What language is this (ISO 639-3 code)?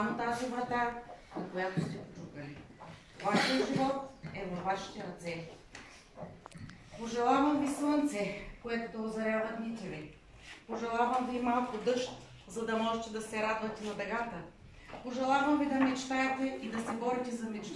bul